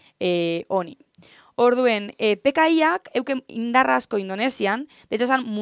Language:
Basque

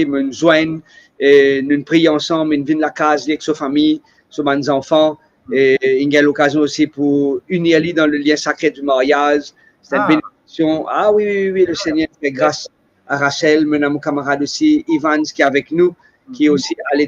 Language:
Morisyen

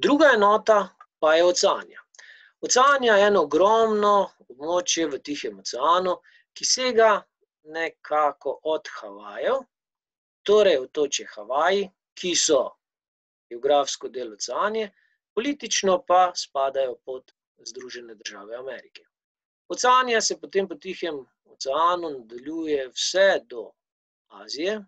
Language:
Slovenian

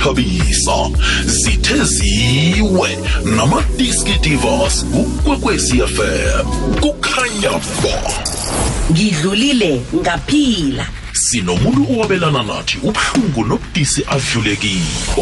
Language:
South Ndebele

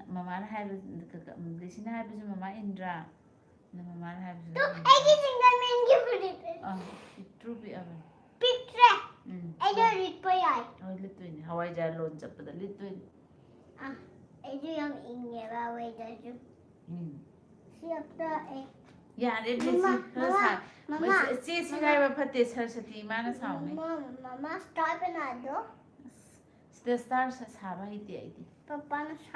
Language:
Manipuri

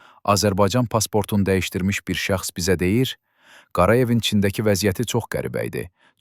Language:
Azerbaijani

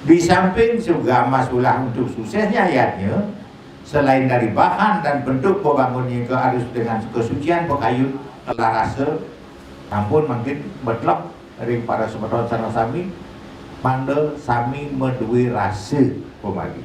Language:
Balinese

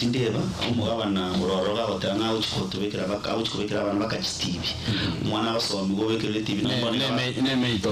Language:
Gusii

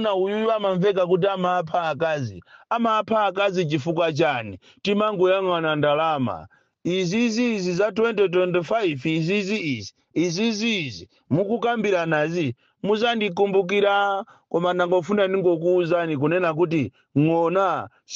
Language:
Nyanja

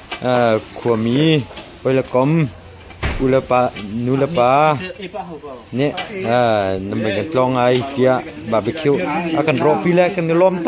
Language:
Hakha Chin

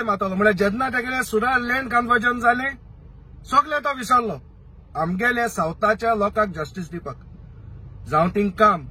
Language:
Konkani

